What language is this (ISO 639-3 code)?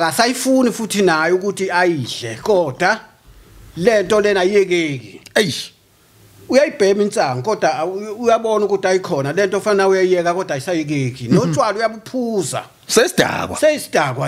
zul